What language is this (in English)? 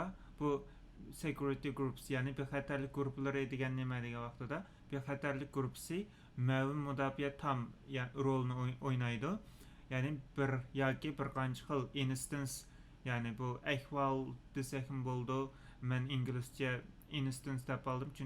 Uyghur